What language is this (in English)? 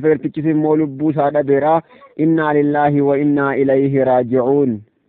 Oromo